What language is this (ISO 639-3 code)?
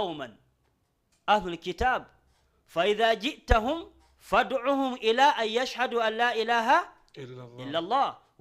ful